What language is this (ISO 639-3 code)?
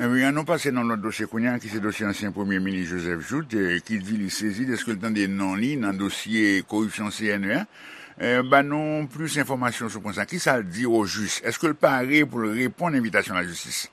hat